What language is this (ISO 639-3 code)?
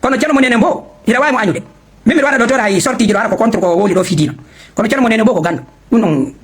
ful